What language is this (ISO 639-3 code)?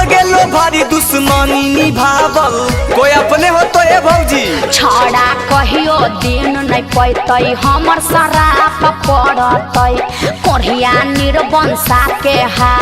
mag